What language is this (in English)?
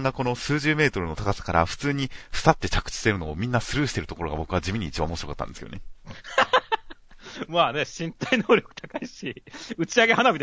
Japanese